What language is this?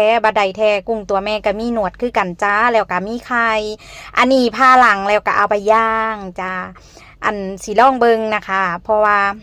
Northeastern Thai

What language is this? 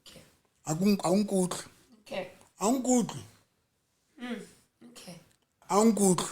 Southern Sotho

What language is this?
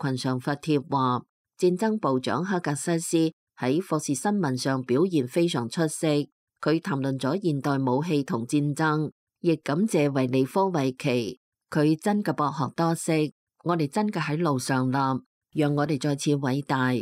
Cantonese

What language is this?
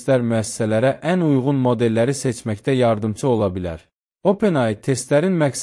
Azerbaijani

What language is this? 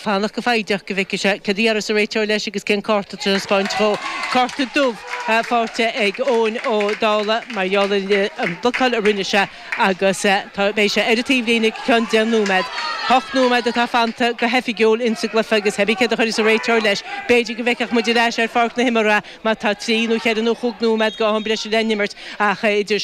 Irish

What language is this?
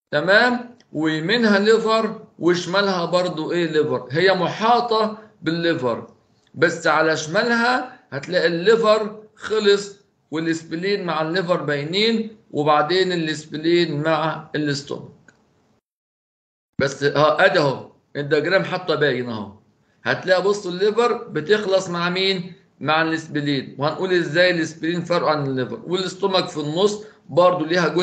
Egyptian Arabic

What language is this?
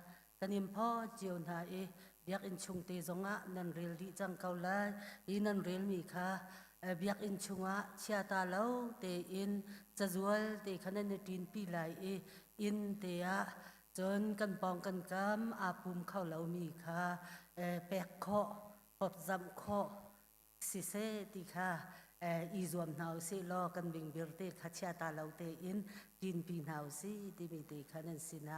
Hakha Chin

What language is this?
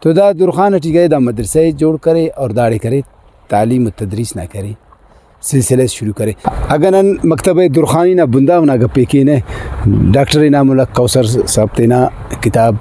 Brahui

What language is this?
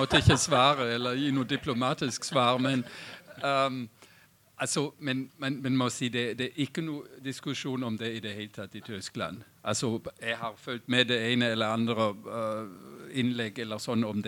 Norwegian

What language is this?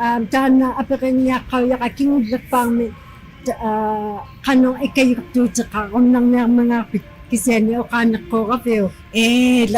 Inuktitut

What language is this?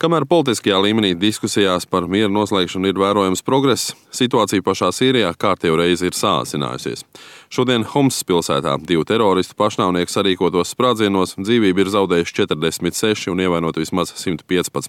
Latvian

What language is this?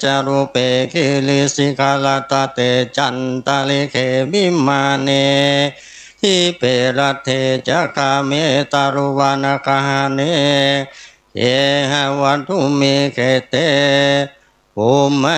Pali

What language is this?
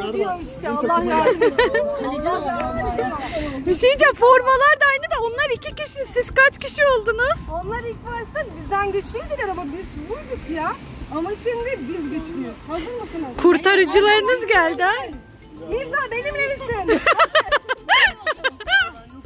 Turkish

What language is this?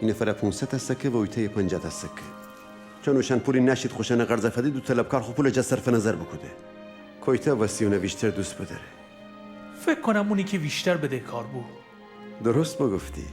Gilaki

